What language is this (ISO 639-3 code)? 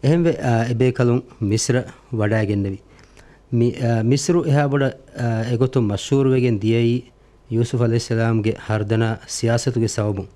div